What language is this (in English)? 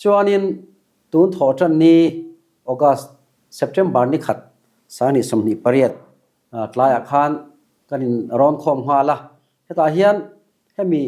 Mizo